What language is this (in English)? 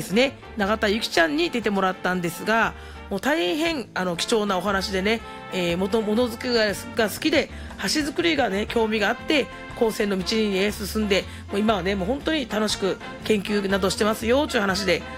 Japanese